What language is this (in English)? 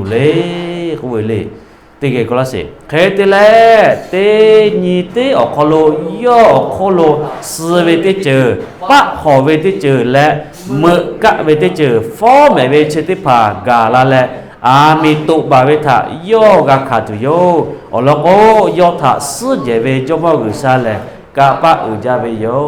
Lahu